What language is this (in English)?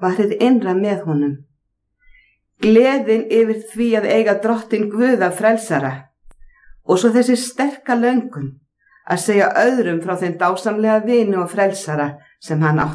Icelandic